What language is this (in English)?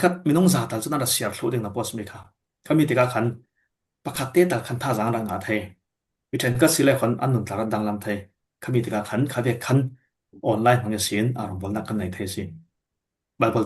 Falam Chin